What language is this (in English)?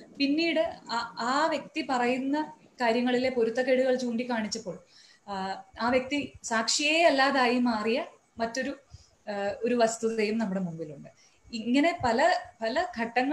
Malayalam